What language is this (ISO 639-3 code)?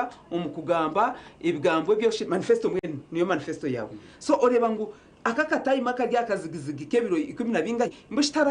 nyn